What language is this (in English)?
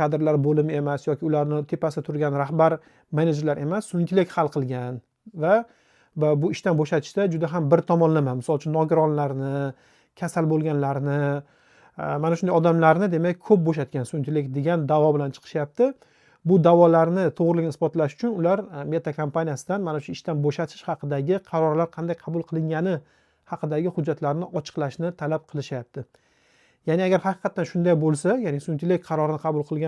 Uzbek